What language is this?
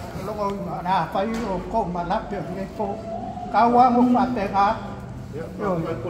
Samoan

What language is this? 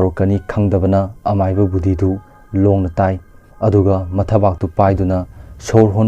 Manipuri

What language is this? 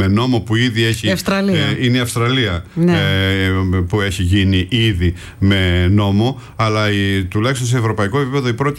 Greek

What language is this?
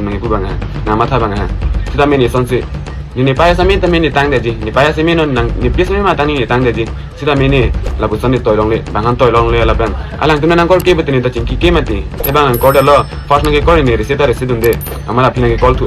Karbi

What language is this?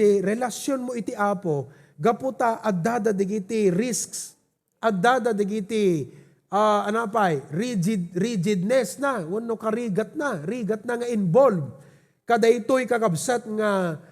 Iloko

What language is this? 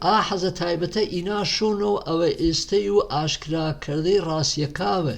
Gurani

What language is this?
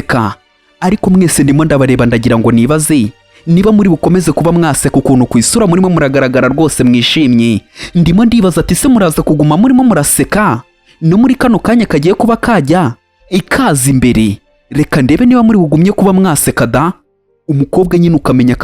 Kinyarwanda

